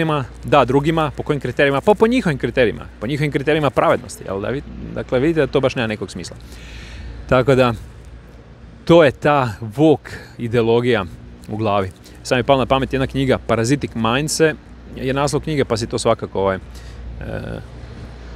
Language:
Croatian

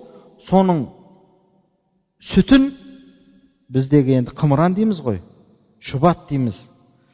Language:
Kazakh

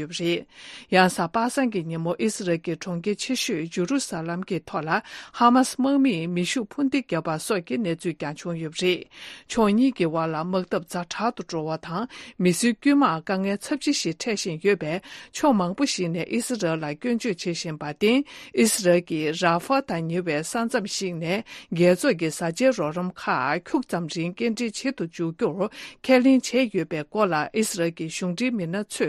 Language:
Tibetan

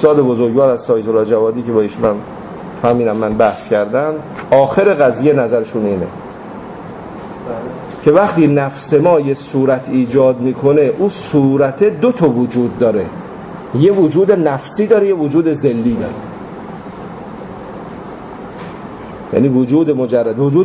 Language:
Persian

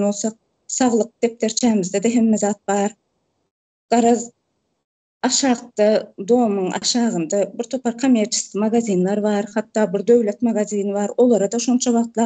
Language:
Turkmen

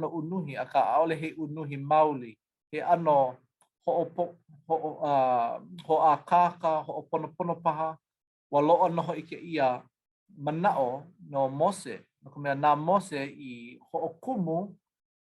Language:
Hawaiian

